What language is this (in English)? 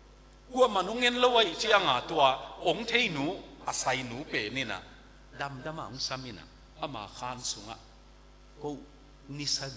Tedim Chin